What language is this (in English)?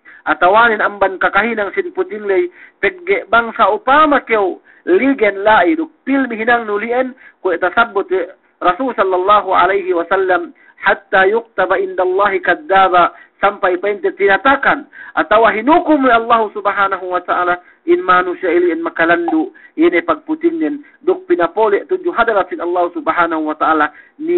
Yakan